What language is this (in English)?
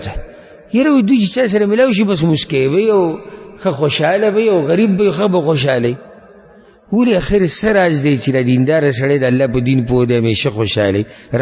Pashto